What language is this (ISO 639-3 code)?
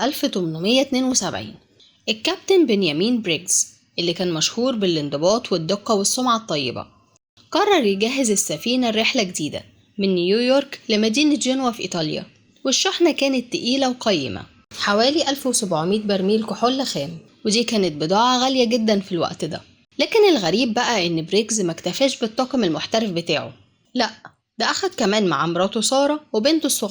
arz